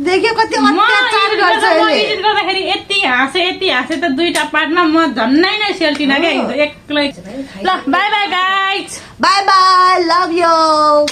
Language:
Nepali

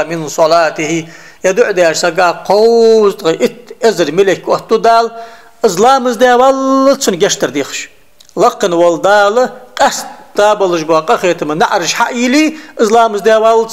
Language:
Ingush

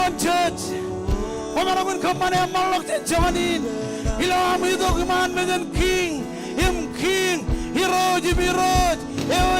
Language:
Marshallese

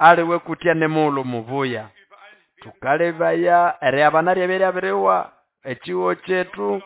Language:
Nande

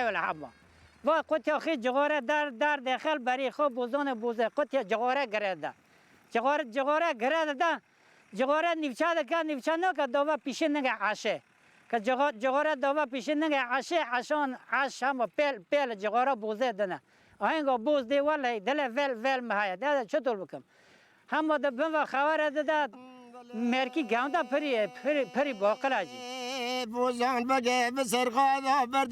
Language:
Kurdish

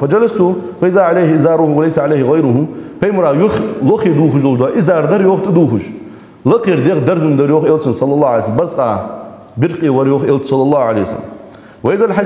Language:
Ingush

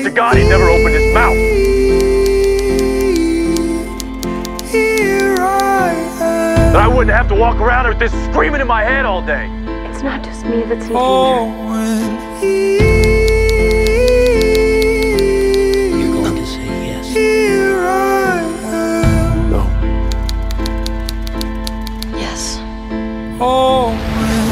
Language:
English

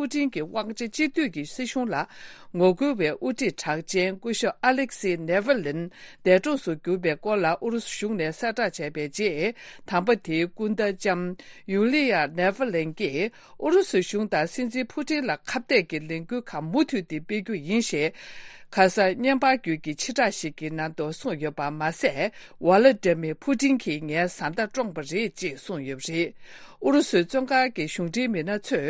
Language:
Tibetan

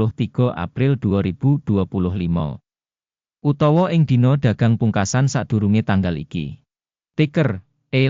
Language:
Javanese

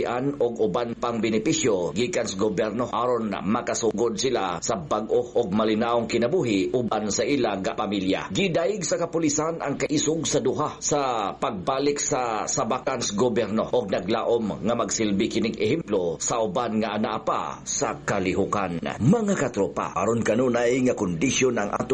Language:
Cebuano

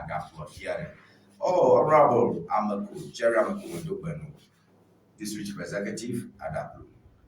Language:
Ewe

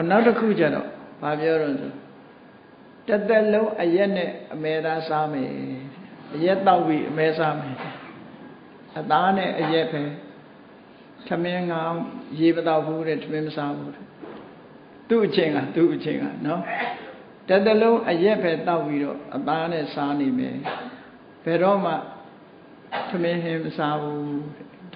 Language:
Burmese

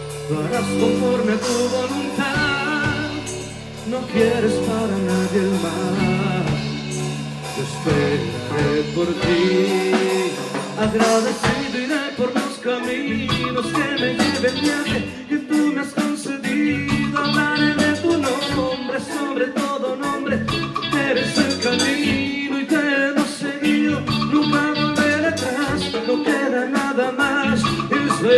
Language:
Spanish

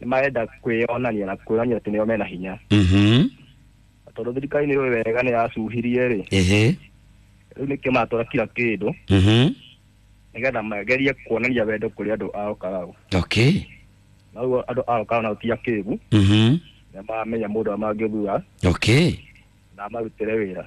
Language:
Kikuyu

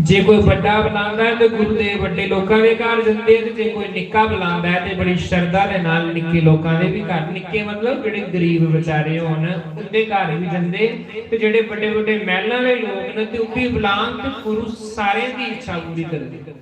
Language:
Dogri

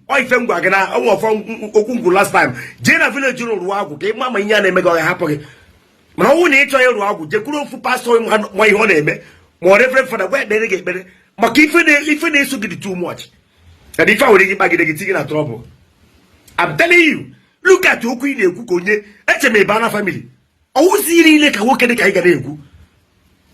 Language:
Igbo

